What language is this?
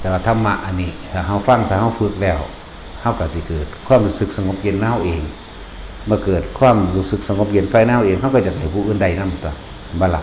Northeastern Thai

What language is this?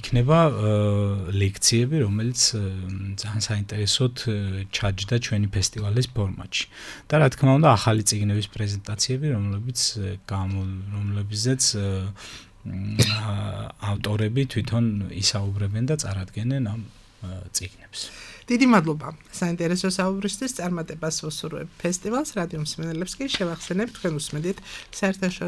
Georgian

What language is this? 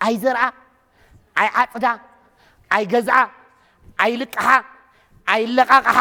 Tigrinya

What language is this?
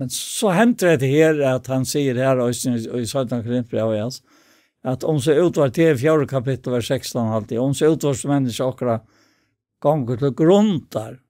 Faroese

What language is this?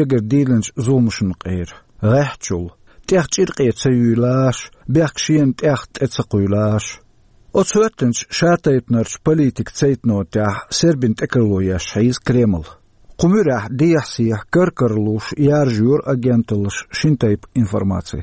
Chechen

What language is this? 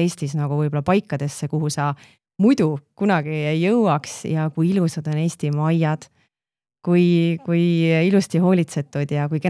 Estonian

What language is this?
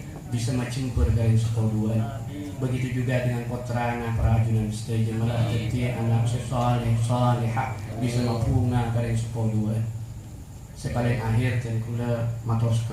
Madurese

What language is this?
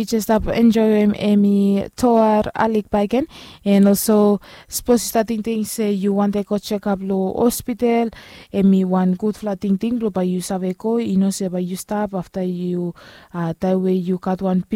Bislama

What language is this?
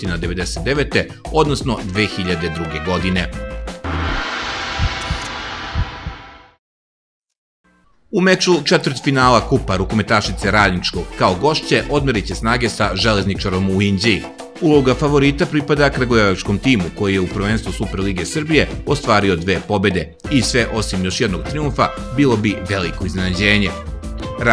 Serbian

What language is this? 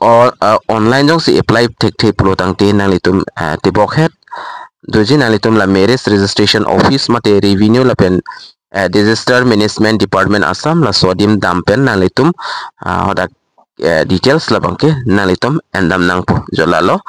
Karbi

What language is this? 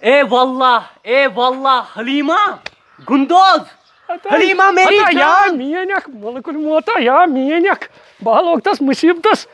Kashmiri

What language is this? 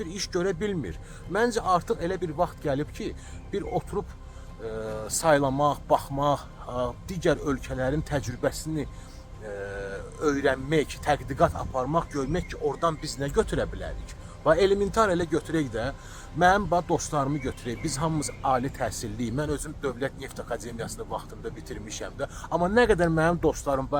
Azerbaijani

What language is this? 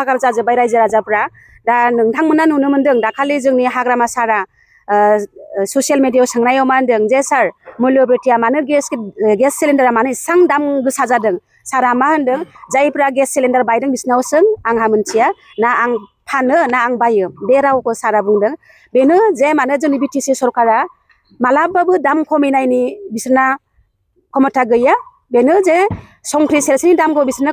Bodo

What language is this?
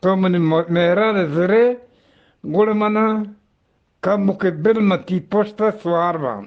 Eastern Balochi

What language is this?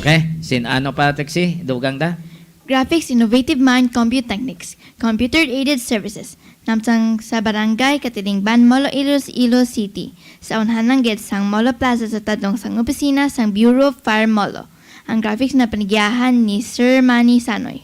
Hiligaynon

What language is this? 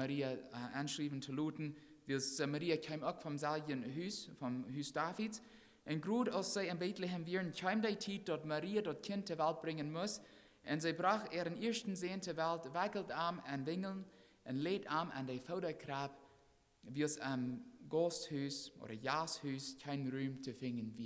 Plautdietsch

